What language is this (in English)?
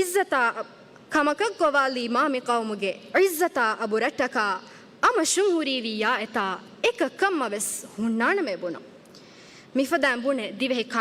Divehi